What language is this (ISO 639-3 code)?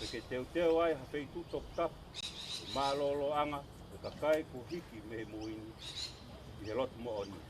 ton